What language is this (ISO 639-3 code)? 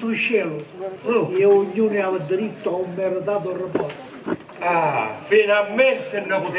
scn